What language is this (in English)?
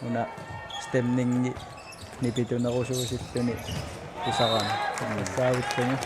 Kalaallisut